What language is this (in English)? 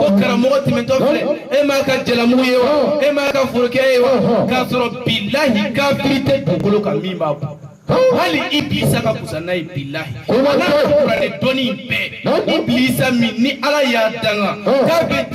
Bambara